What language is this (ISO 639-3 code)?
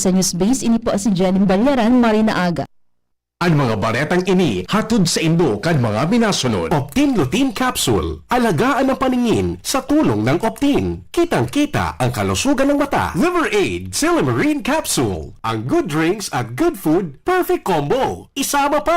bik